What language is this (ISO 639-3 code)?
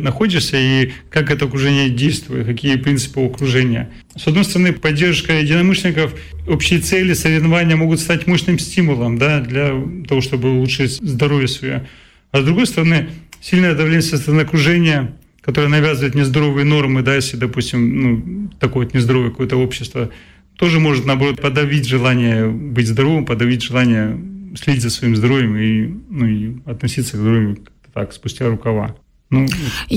rus